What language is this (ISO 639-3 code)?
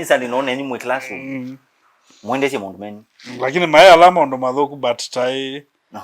kam